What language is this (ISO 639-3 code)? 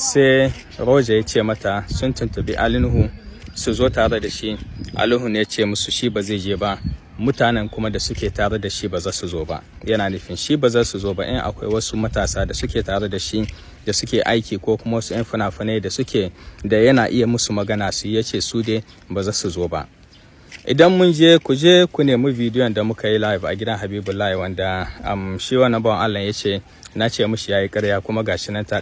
hau